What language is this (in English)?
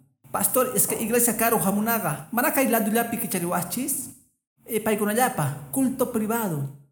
Quechua